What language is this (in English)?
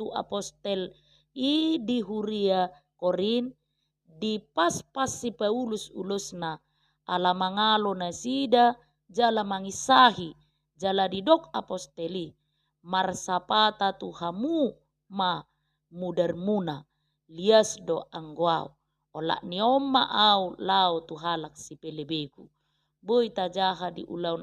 Batak Toba